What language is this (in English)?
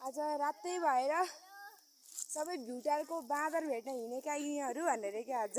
Nepali